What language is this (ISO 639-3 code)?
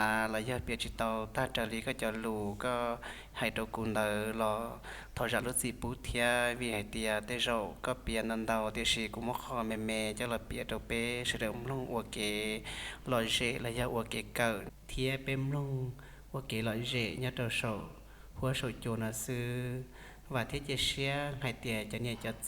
hmn